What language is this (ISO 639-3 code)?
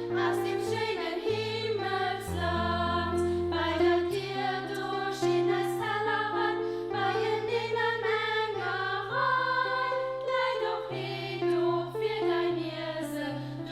ltz